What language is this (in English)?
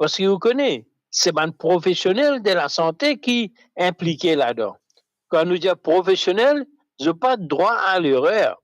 Morisyen